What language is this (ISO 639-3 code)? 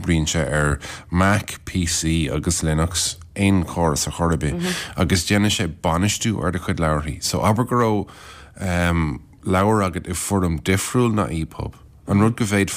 gle